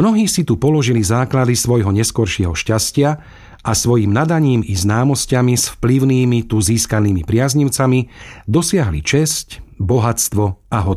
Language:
Slovak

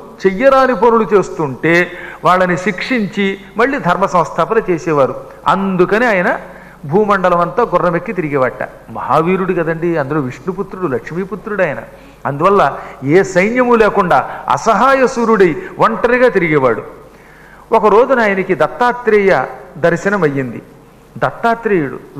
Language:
Telugu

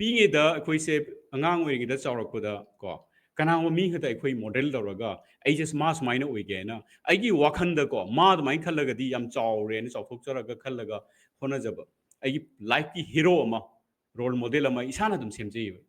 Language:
Manipuri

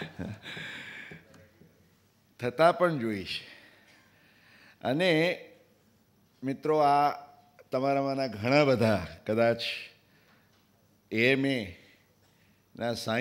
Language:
Gujarati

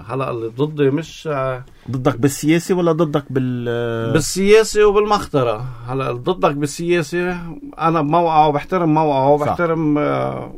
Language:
North Levantine Arabic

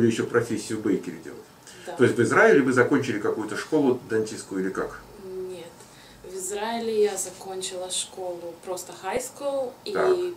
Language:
Russian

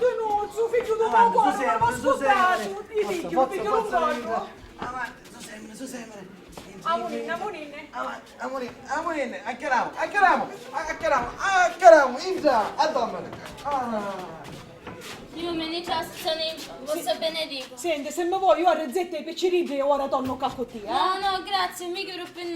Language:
Sicilian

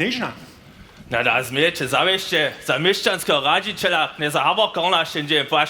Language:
Upper Sorbian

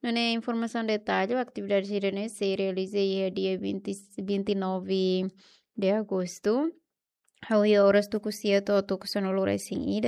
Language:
Tetum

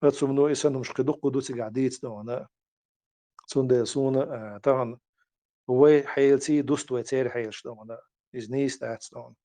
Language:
Chechen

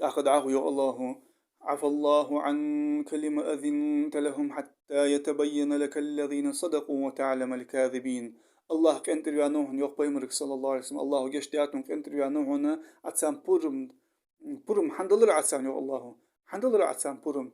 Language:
Ingush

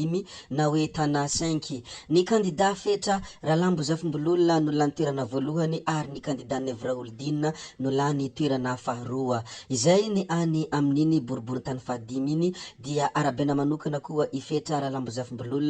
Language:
Malagasy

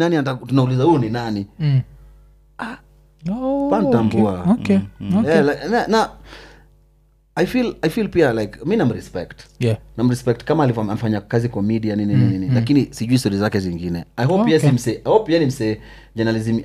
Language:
Swahili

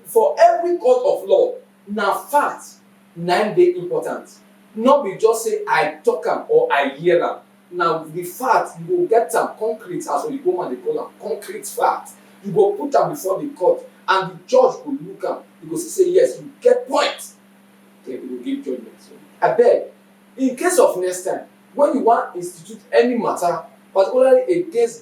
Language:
Nigerian Pidgin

